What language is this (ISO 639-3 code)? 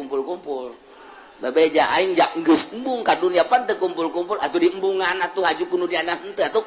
sun